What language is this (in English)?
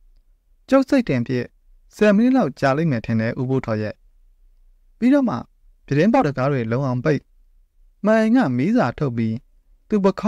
Burmese